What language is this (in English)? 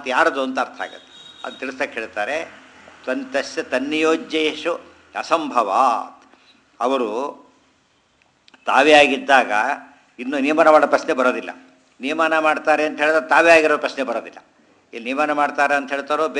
Kannada